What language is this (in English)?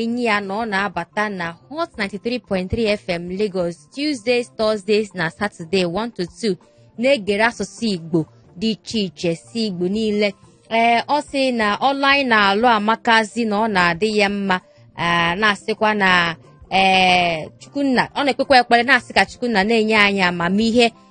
Igbo